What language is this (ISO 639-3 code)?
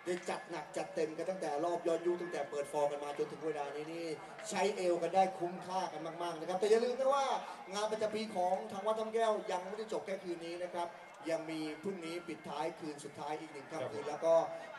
tha